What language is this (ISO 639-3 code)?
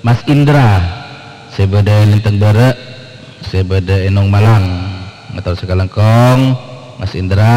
mad